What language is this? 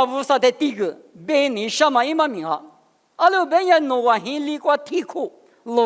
Lisu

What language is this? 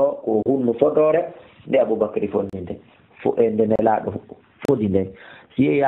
Fula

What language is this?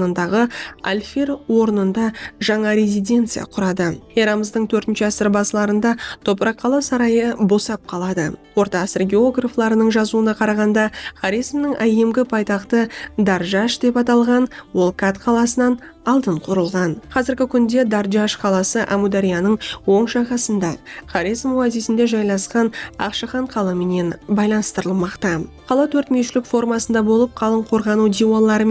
Kara-Kalpak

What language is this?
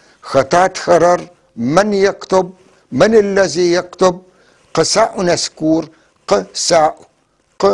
North Levantine Arabic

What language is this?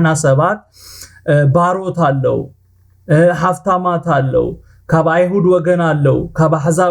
Tigrinya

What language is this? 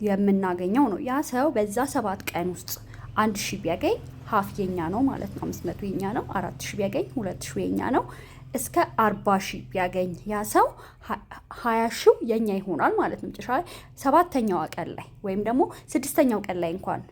Amharic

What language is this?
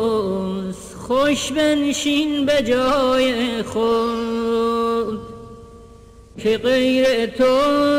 Persian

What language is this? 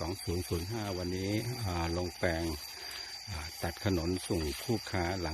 Lao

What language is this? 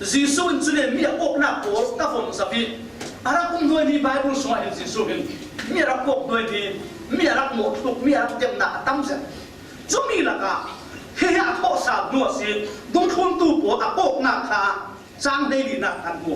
Falam Chin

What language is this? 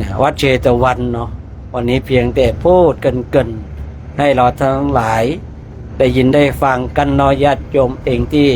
Pali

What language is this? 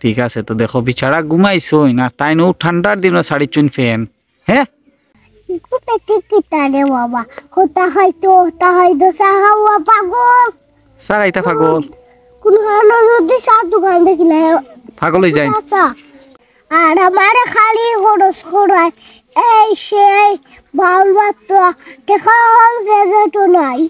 Sylheti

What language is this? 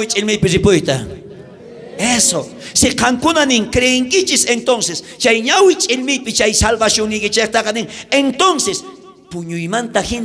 South Bolivian Quechua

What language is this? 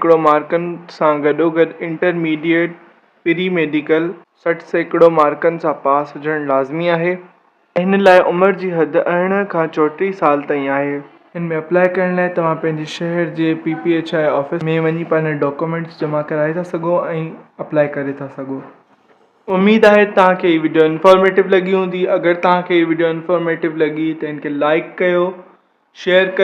Sindhi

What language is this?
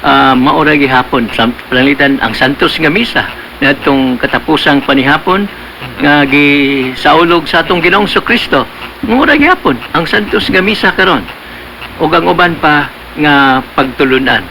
Cebuano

